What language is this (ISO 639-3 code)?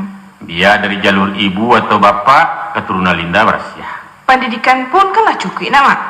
min